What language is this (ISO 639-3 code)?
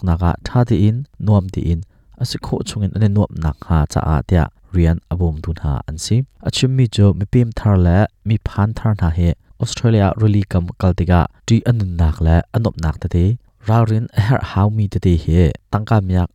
cnh